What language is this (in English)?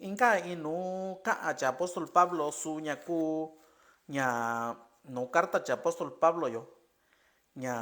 Mixtepec Mixtec